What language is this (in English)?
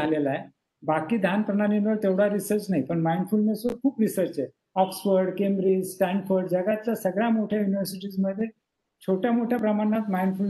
Marathi